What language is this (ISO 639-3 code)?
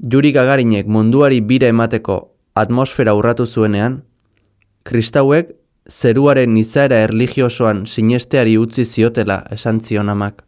eus